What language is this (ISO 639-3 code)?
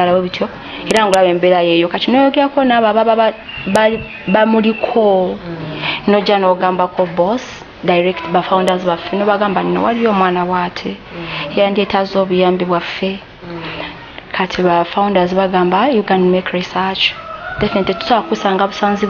lug